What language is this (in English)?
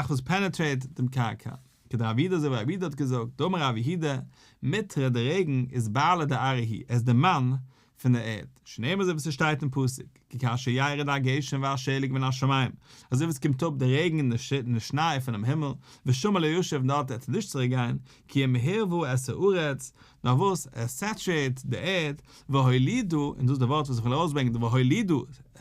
Yiddish